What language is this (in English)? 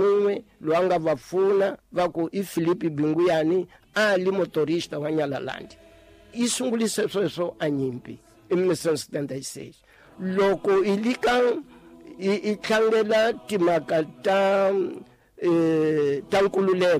Tsonga